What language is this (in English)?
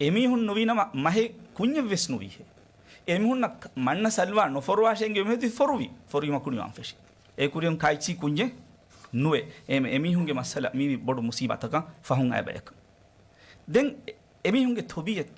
Divehi